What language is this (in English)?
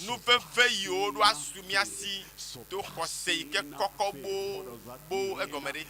Ewe